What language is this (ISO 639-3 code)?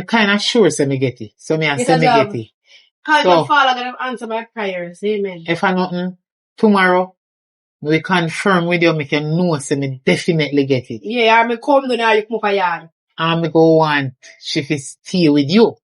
jam